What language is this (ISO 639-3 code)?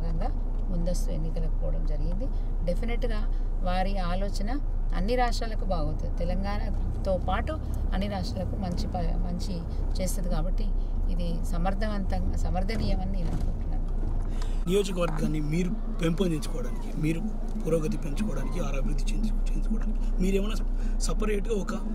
tel